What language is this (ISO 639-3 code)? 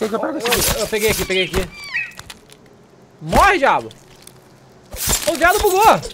por